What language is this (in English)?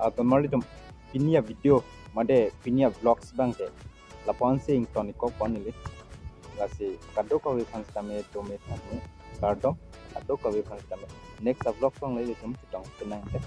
Karbi